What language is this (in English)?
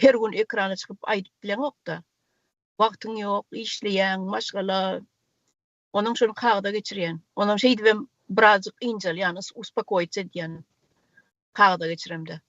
Turkmen